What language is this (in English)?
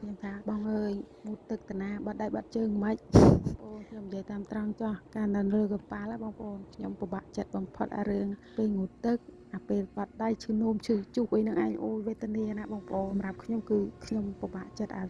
Khmer